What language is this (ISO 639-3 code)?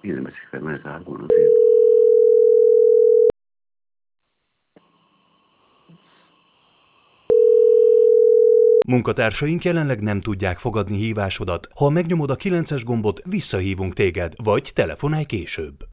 hun